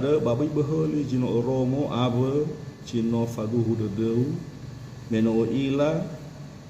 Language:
Nias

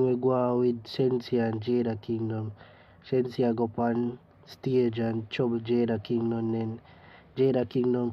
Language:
Jamaican Creole English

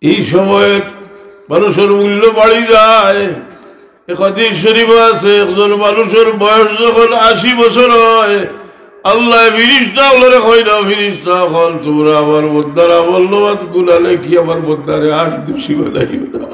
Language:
Sylheti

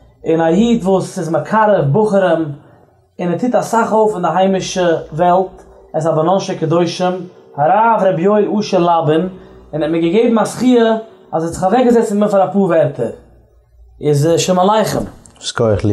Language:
Yiddish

